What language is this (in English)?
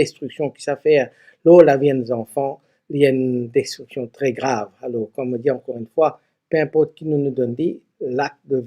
Morisyen